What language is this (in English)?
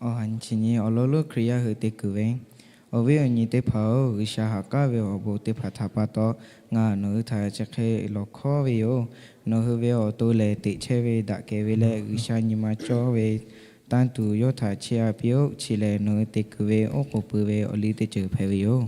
Lahu